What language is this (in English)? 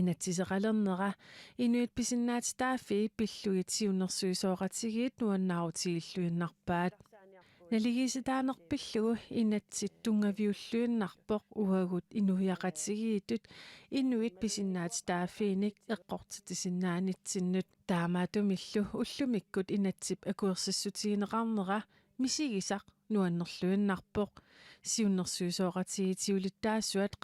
Kalaallisut